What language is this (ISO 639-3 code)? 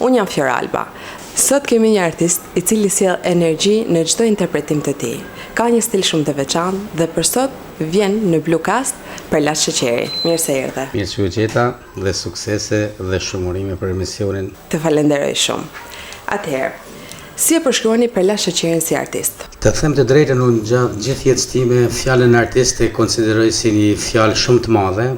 sqi